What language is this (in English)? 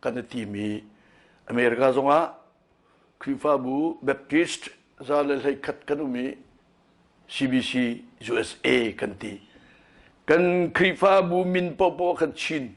Hakha Chin